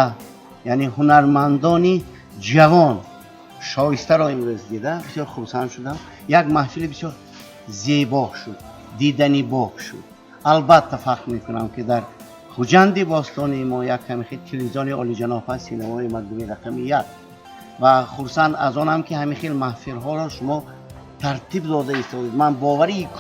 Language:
Tajik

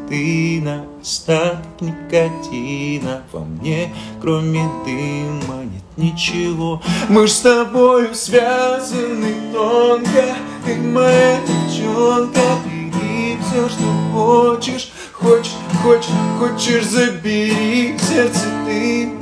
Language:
Russian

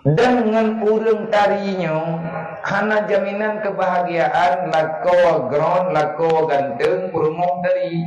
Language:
Achinese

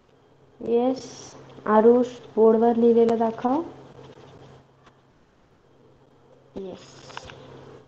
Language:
Marathi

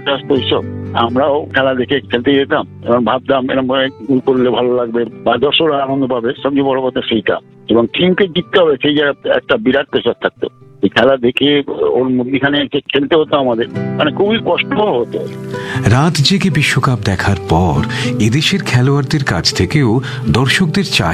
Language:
Bangla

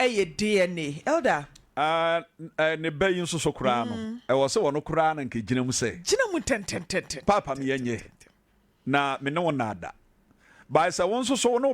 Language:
Akan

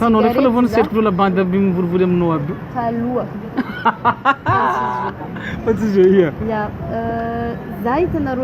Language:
Malagasy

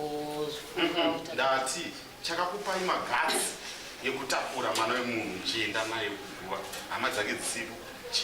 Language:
Shona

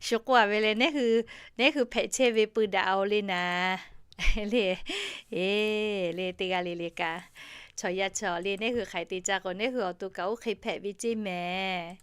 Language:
Lahu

